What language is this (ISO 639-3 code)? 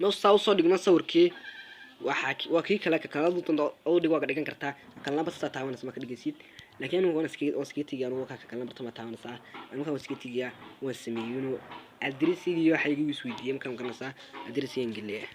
som